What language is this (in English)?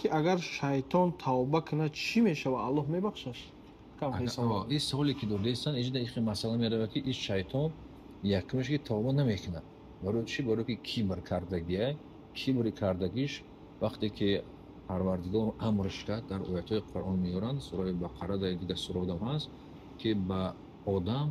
Tajik